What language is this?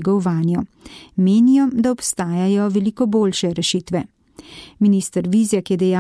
Slovenian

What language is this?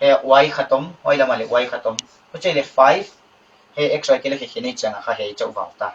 Paite Chin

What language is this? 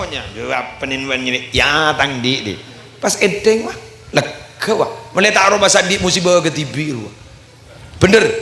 Madurese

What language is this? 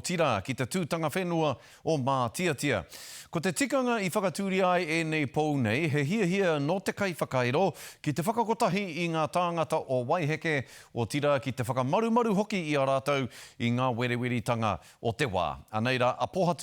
Māori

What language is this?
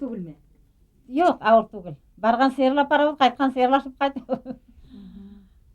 Bashkir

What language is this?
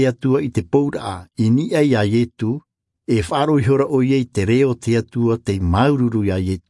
Tahitian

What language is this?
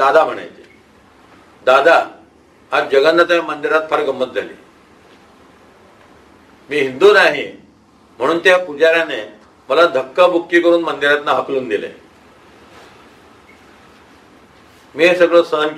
Marathi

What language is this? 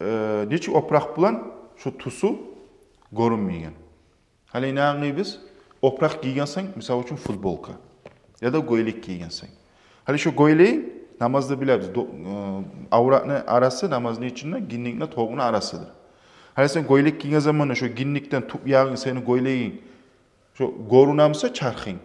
Kumyk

